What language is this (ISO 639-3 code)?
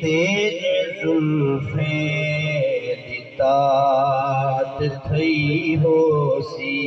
skr